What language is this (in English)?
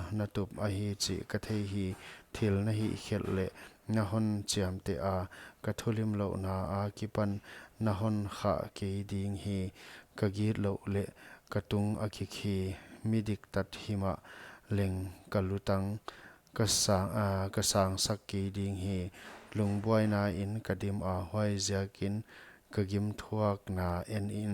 Paite Chin